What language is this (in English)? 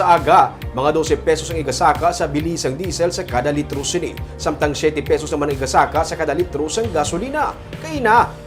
Hiligaynon